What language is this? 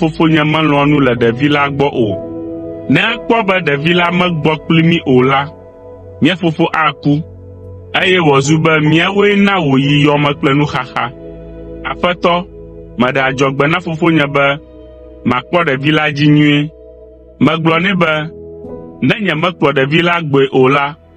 Ewe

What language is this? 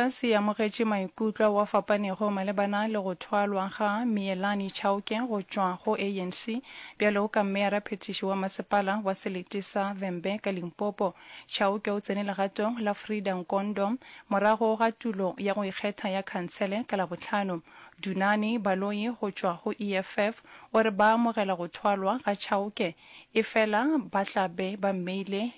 Northern Sotho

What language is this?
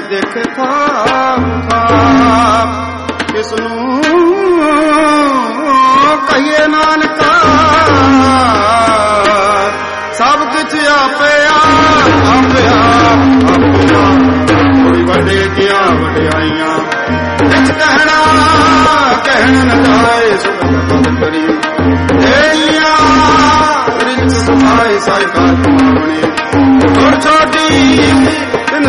Punjabi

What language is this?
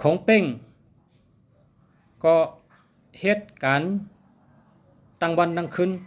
Shan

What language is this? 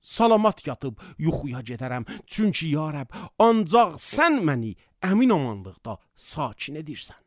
Azerbaijani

